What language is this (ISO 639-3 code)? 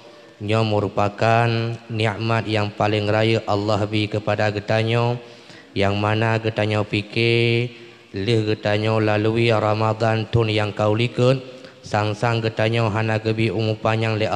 ace